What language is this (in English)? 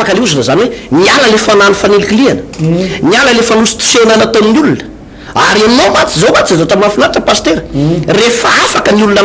Malagasy